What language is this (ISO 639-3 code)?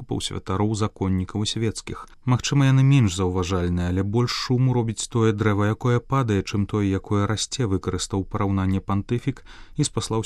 bel